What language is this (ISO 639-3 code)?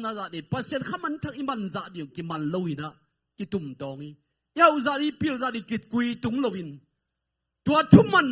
ctd